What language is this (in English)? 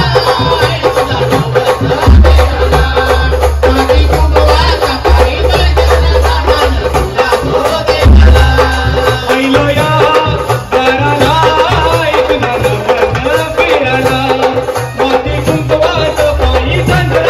Marathi